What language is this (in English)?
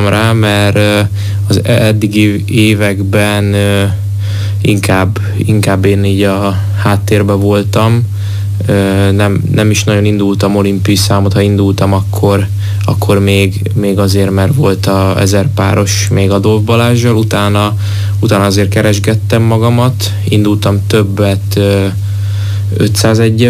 Hungarian